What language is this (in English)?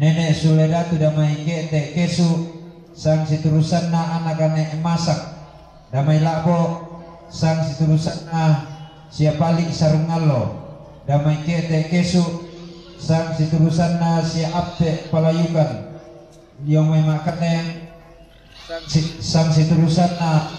Toraja-Sa'dan